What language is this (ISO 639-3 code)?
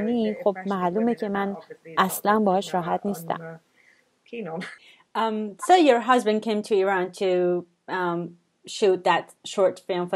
fas